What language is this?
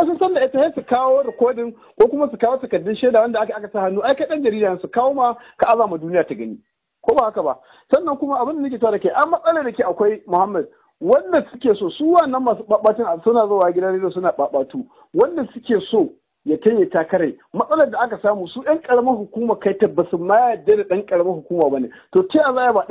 Hausa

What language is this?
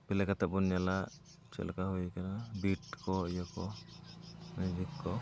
Santali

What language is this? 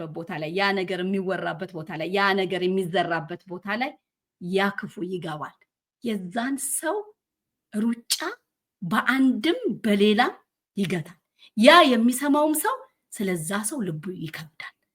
Amharic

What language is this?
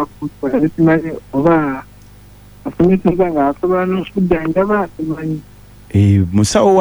Ganda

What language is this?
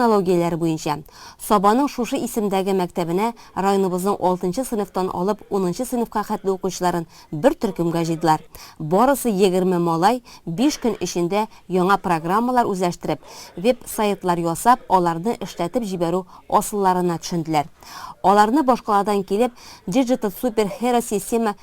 Tatar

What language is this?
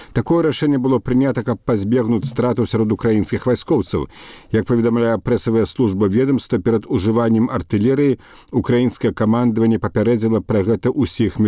Belarusian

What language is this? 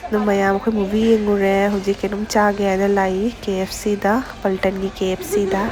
Manipuri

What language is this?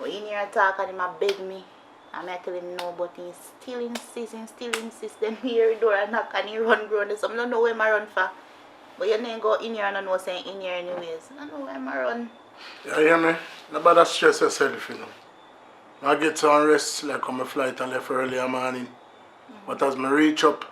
Jamaican Creole English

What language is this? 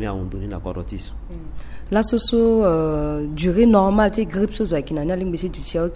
Sango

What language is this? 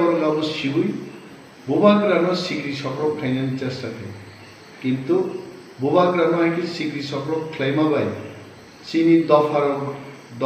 Kok Borok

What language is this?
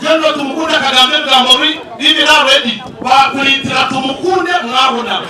Nyankole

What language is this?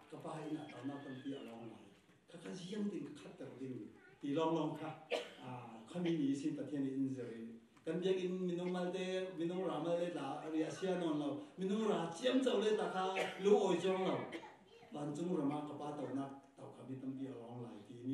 Falam Chin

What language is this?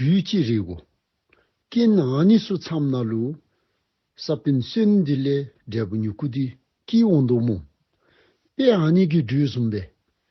Dzongkha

